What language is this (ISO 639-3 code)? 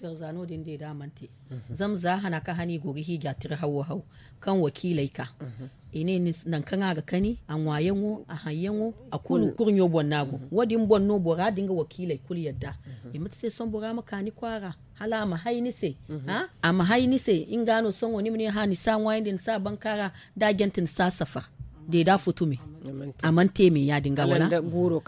dje